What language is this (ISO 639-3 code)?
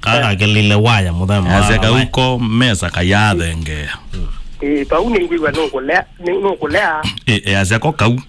kam